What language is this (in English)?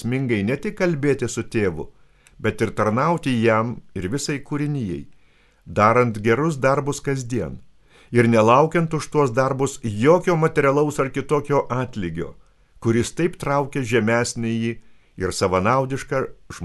Lithuanian